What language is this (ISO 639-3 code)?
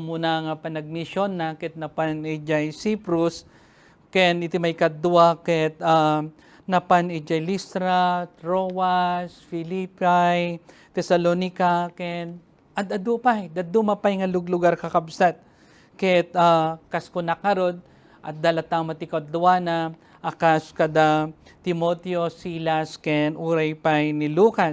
ilo